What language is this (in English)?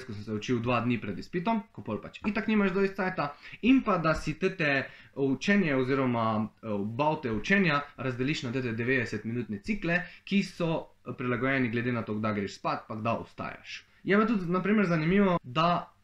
Slovenian